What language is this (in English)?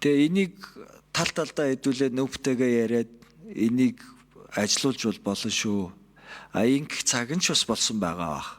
Mongolian